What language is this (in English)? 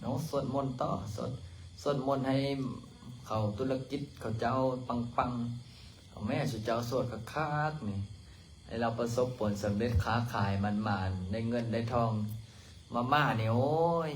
Lao